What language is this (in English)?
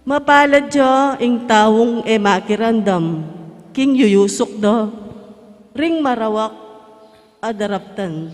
Pampanga